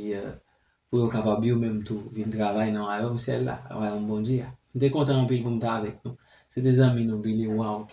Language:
Haitian Creole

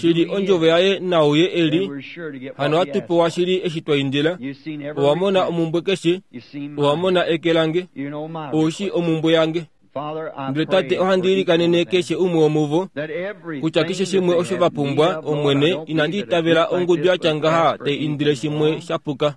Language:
Kuanyama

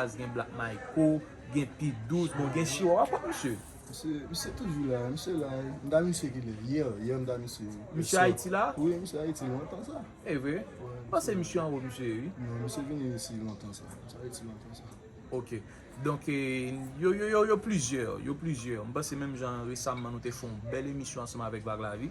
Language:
Haitian Creole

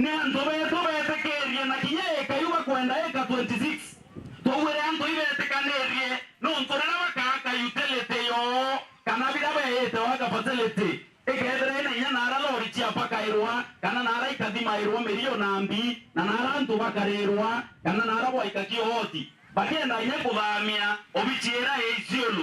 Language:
Meru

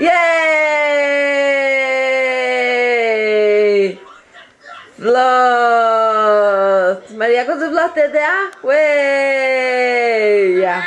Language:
Faroese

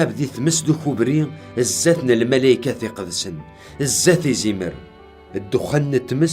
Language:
Kabyle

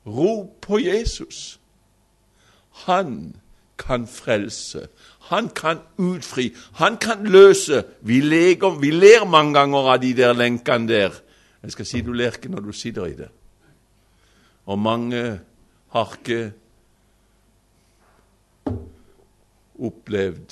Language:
Norwegian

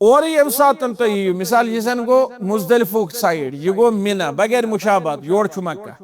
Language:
Kashmiri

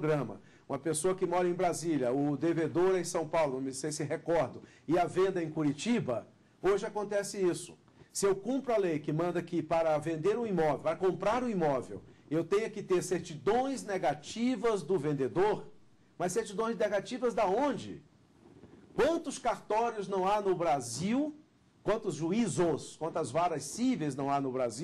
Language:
Portuguese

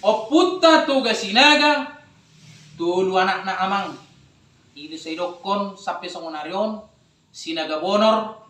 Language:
Batak Toba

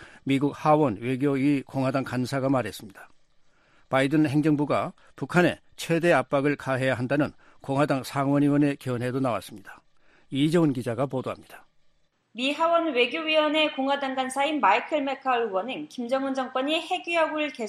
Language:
Korean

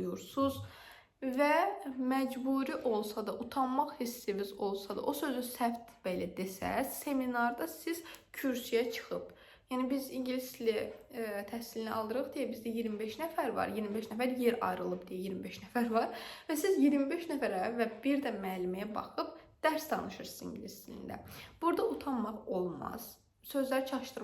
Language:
Azerbaijani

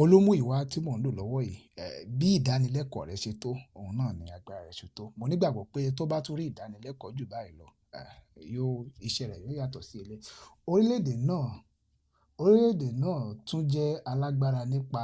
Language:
Yoruba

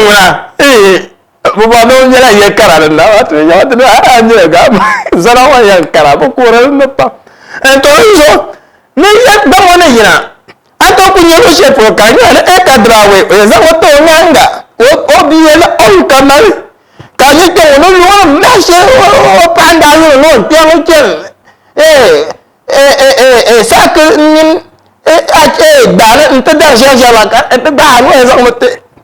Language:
Dagbani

